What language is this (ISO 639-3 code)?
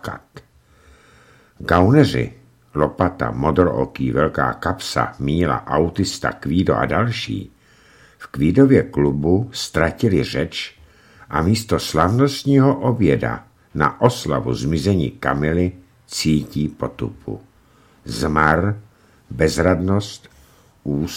ces